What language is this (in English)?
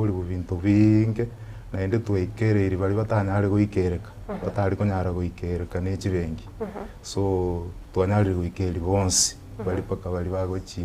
Gusii